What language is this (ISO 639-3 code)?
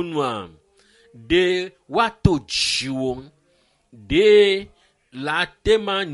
ewe